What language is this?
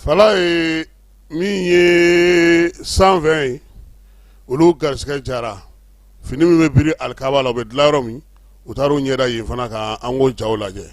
Bambara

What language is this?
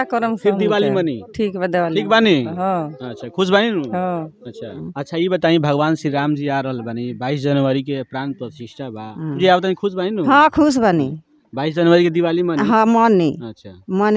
Bhojpuri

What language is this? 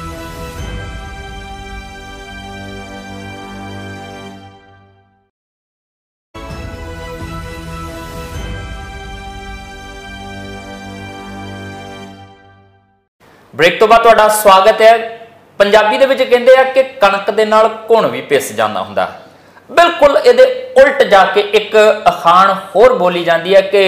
Punjabi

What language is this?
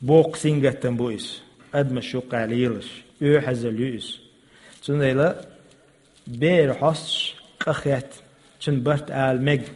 Chechen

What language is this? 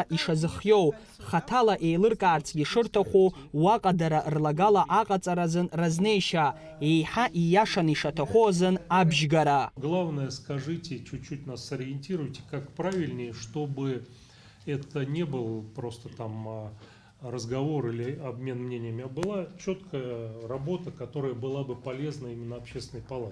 Abkhazian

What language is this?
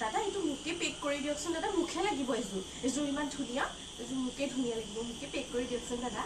Assamese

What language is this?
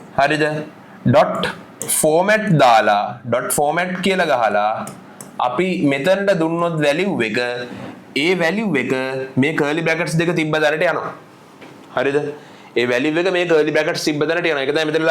Sinhala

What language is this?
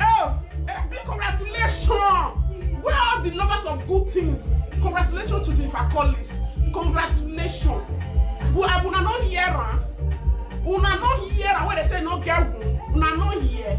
Nigerian Pidgin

